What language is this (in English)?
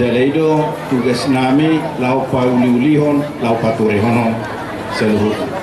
Batak Toba